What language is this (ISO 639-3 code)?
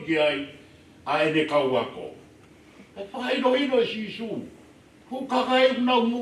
ton